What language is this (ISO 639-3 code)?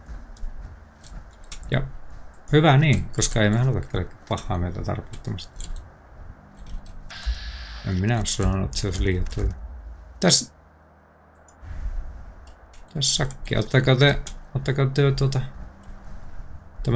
fin